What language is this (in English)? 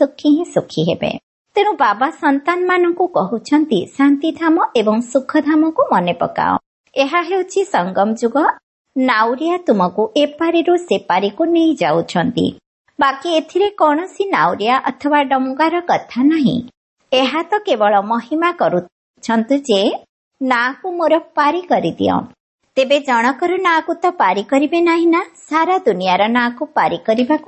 Odia